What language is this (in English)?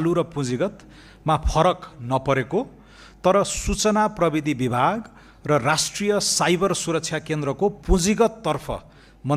Nepali